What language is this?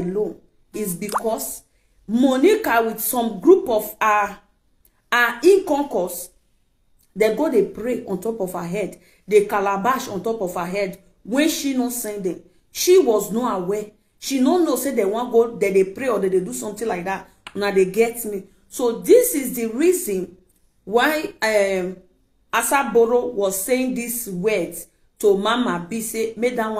Nigerian Pidgin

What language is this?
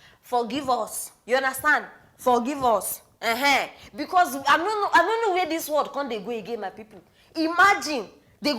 Nigerian Pidgin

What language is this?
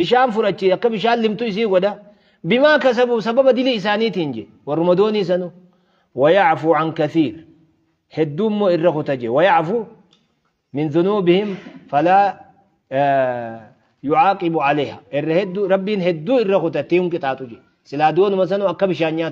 Oromo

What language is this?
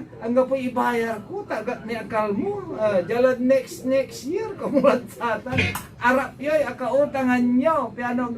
Pangasinan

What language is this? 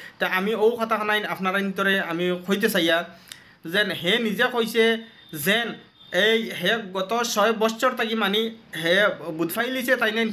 Sylheti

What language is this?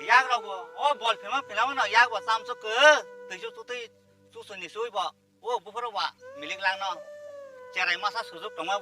Kok Borok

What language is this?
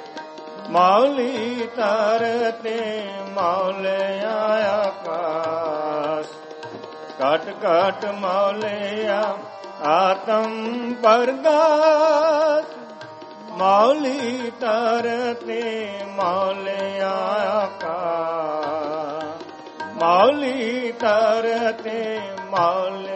Punjabi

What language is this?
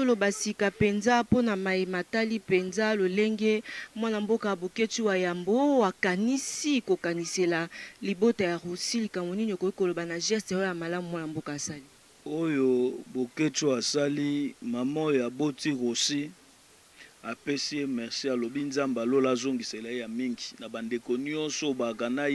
Lingala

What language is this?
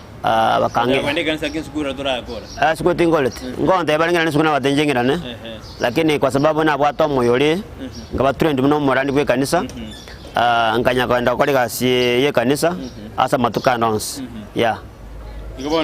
Gusii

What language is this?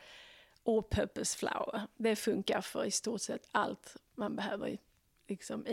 Swedish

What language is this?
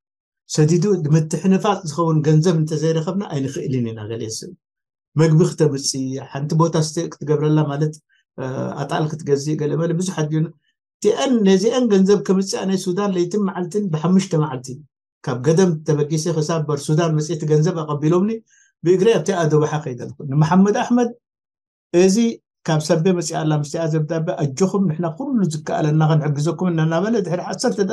Tigrinya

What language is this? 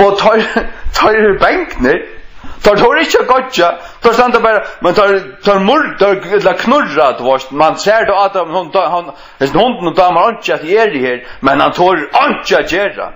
Faroese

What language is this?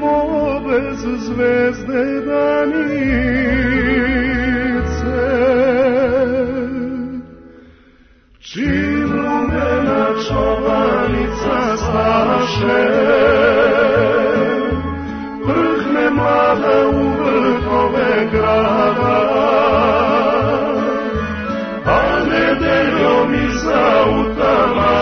Serbian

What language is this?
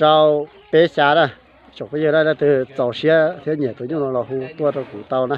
Hmong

